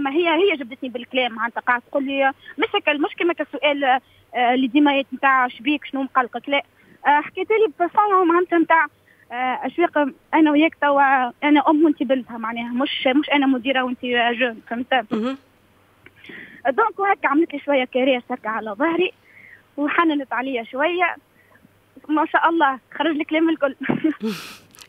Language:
Tunisian Arabic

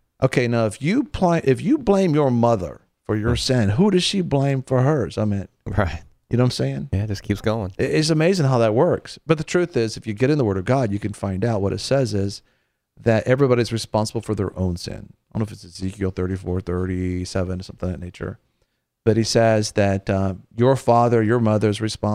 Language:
English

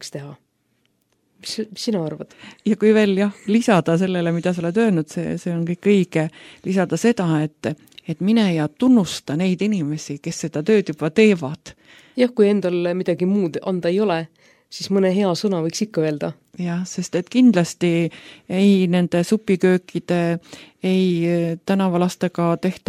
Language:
Estonian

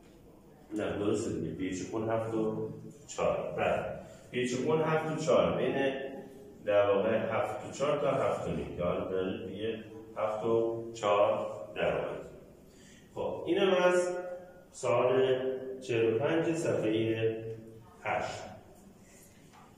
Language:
Persian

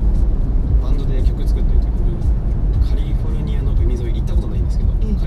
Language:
Japanese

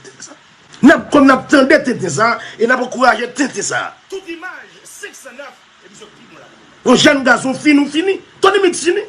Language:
Haitian Creole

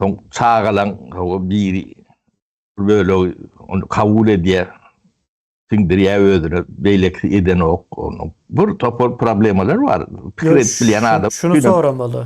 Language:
Turkmen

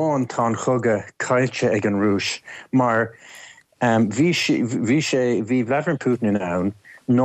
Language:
Irish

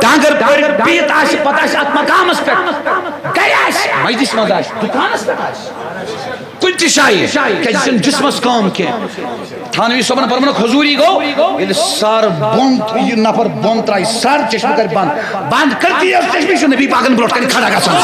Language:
Kashmiri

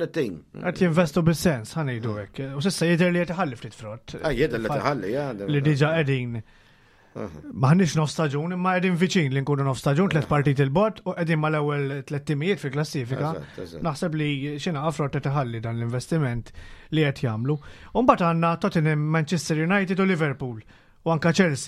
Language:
Maltese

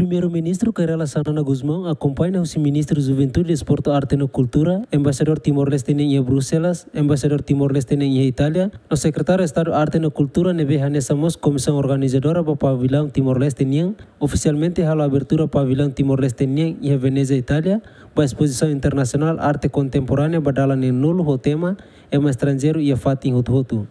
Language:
Tetum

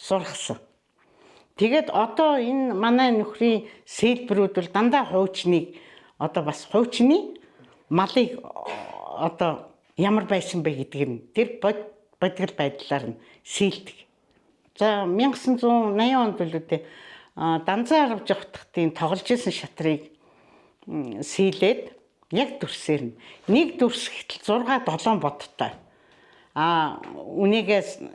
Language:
Mongolian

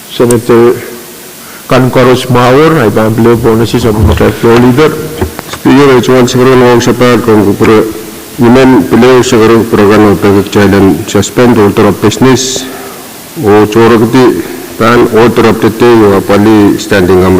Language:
Pohnpeian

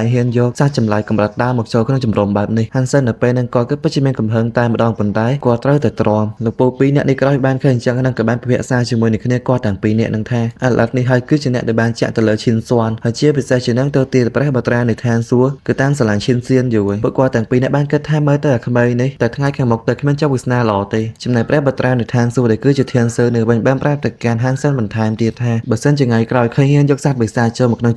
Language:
Khmer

